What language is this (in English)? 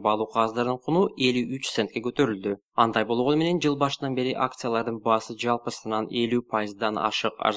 Kyrgyz